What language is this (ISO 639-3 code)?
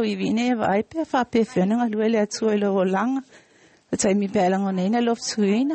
smo